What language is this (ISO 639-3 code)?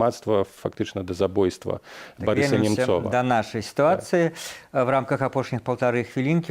bel